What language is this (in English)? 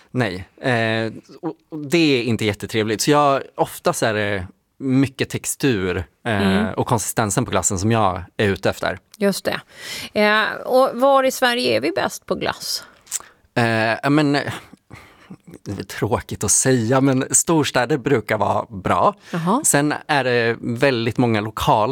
Swedish